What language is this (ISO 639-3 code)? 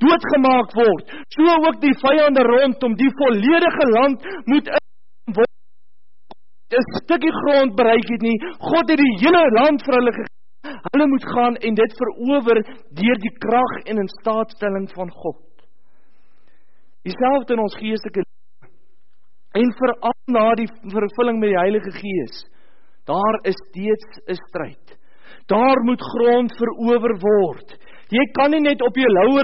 afr